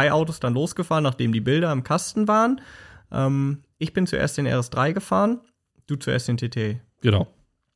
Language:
German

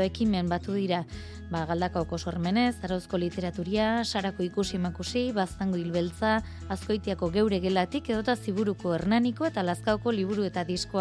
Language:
Basque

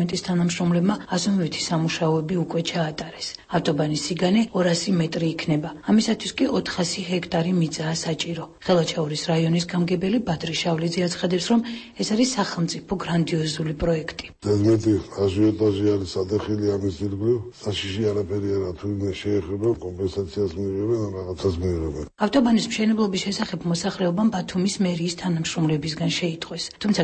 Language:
Georgian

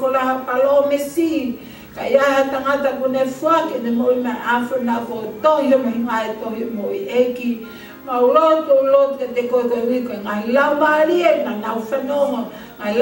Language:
Tongan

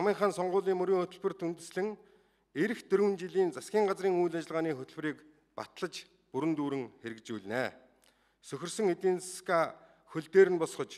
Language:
Mongolian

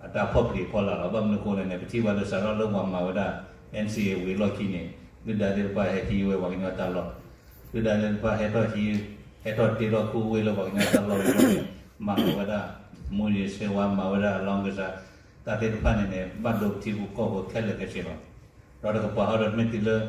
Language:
S'gaw Karen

